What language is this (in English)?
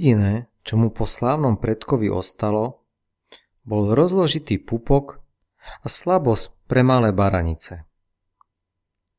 Slovak